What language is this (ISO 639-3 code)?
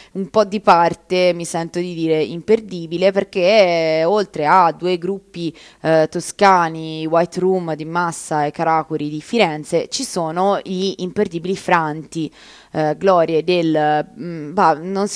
ita